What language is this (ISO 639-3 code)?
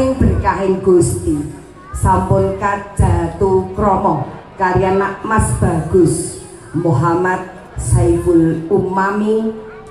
jav